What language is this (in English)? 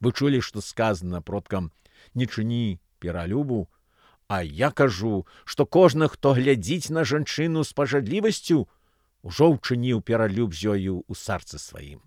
Belarusian